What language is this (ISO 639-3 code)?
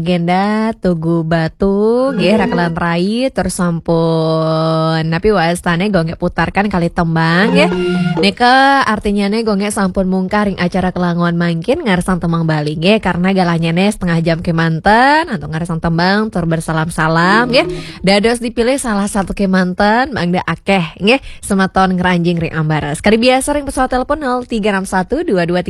ban